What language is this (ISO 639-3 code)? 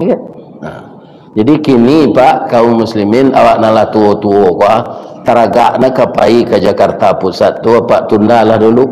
min